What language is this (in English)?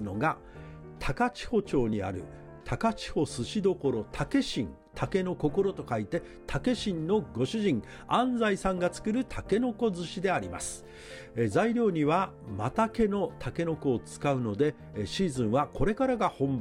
Japanese